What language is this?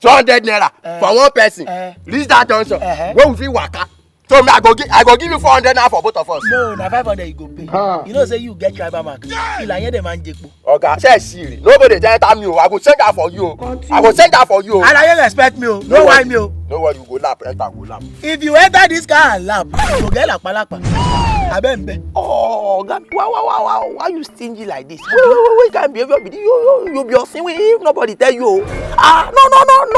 Nigerian Pidgin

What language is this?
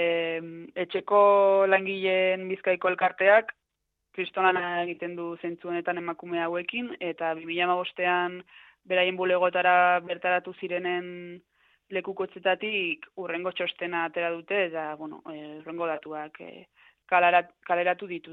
Basque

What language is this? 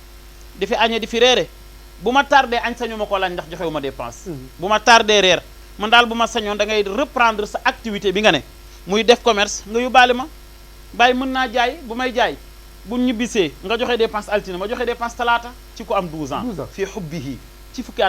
Wolof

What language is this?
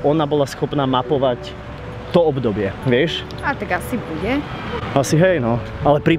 Slovak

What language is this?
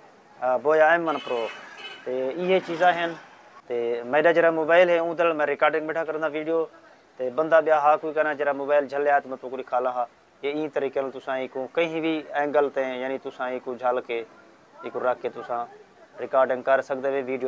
Saraiki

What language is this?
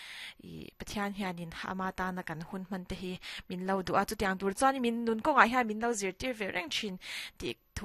Mizo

